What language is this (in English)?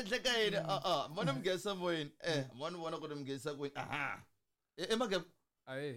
Tsonga